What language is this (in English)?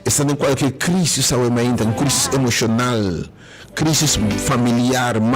Papiamento